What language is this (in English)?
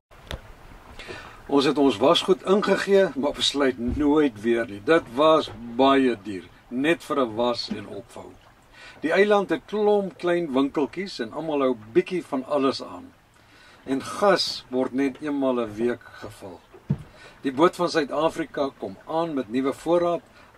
Afrikaans